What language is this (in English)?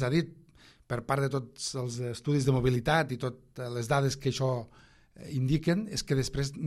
Catalan